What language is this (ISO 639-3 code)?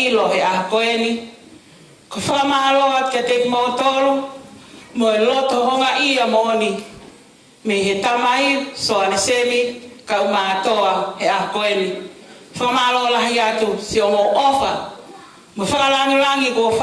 ton